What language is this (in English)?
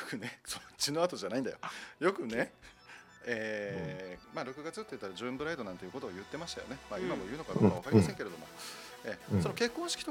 Japanese